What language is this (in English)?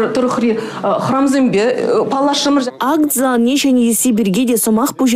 Chuvash